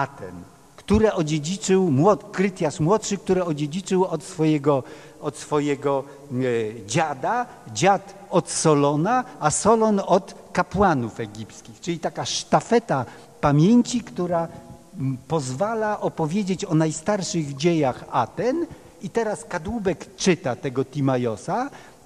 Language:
Polish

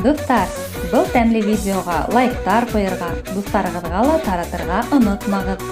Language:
Bashkir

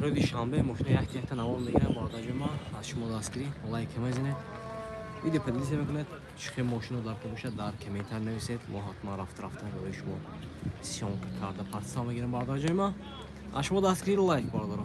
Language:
Tajik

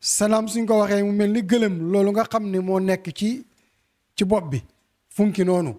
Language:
Wolof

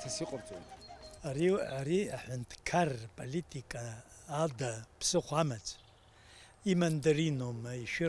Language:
Abkhazian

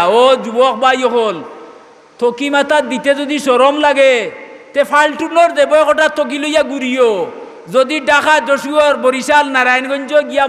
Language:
Sylheti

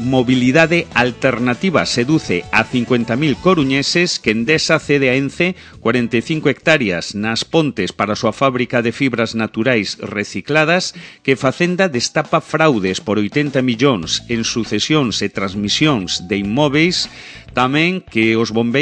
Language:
Galician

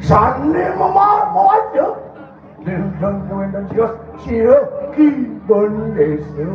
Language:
Balinese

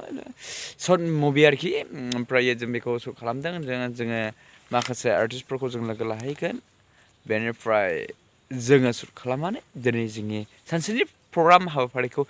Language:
Bodo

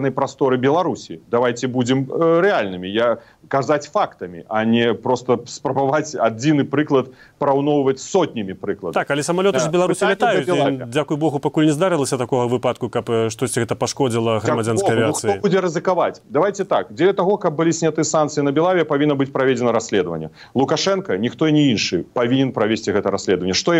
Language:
Belarusian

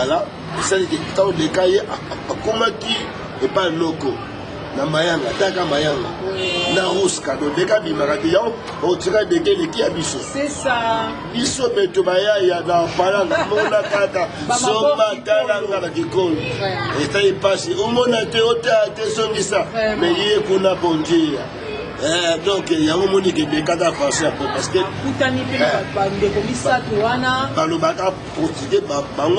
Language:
Lingala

